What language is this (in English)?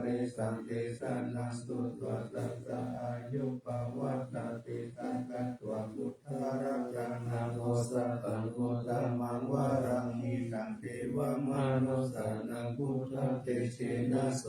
Pali